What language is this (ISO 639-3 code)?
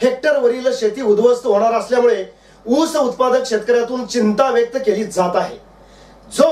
mar